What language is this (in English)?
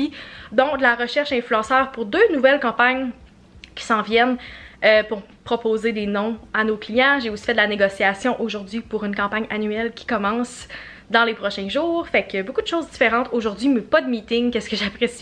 French